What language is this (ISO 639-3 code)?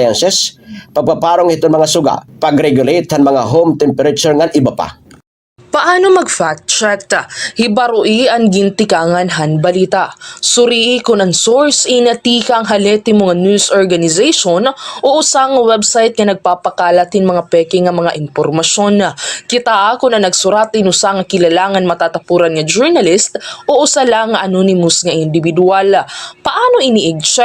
war